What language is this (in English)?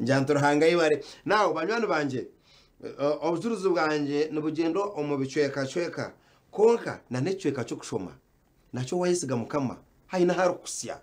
Nyankole